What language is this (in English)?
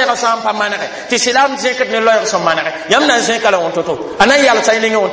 Mossi